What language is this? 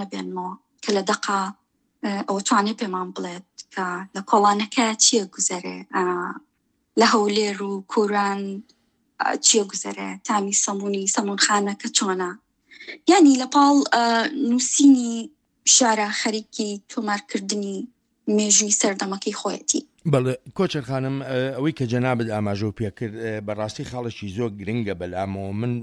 Central Kurdish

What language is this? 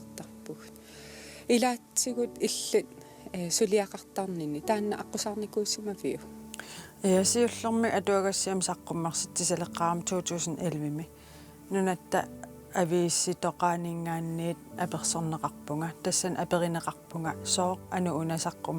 Kalaallisut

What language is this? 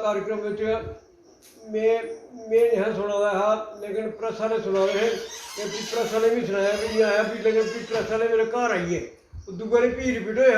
Dogri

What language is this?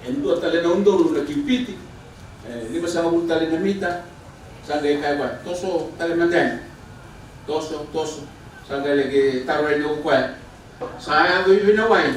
Fijian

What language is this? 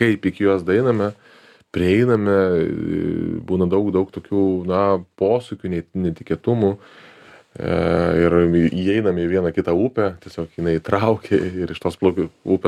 Lithuanian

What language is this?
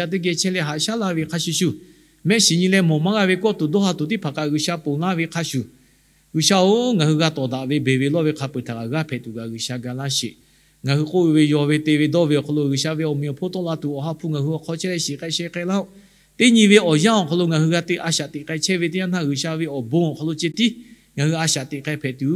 Lahu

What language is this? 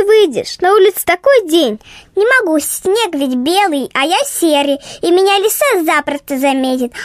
Russian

